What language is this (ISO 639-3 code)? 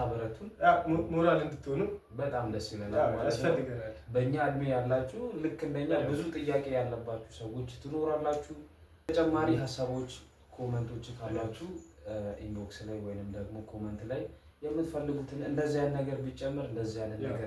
amh